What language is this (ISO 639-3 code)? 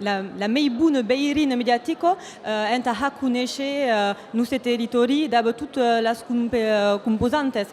oci